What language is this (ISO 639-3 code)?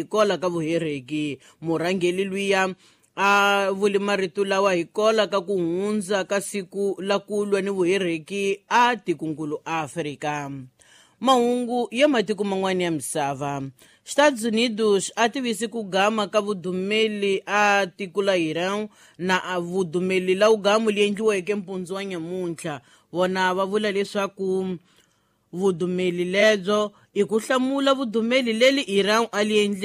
tso